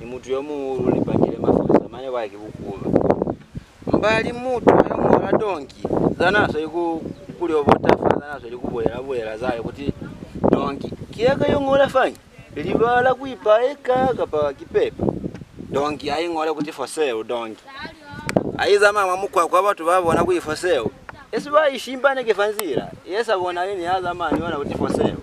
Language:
Lozi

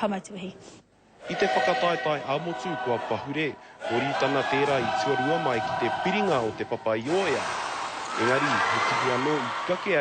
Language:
Māori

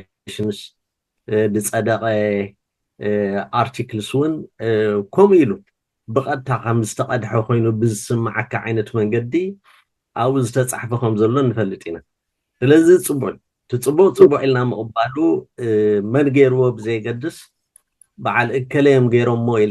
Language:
Tigrinya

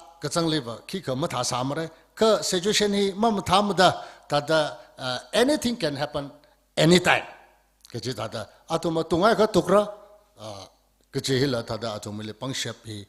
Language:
Tangkhul Naga (India)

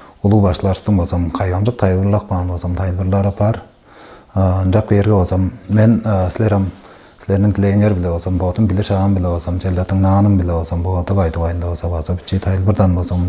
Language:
Tuvinian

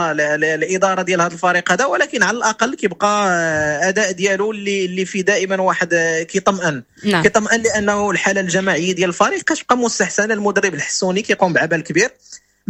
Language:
Moroccan Arabic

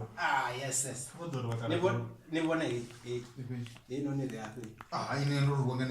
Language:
Venda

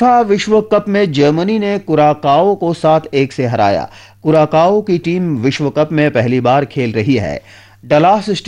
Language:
Hindi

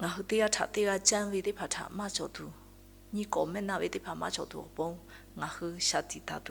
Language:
Lahu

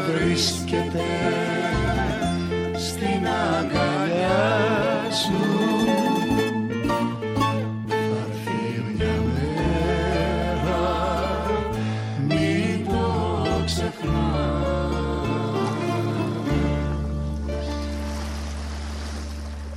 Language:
Greek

